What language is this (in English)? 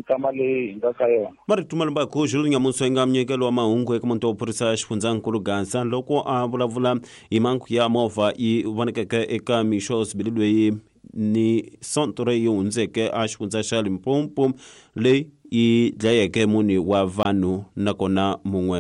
Tsonga